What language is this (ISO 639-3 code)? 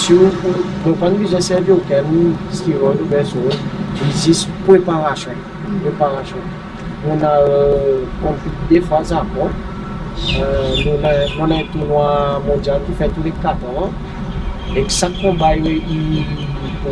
crs